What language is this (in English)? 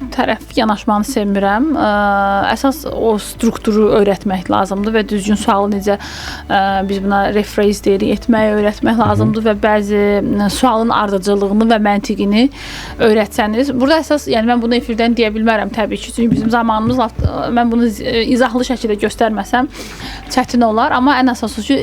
Azerbaijani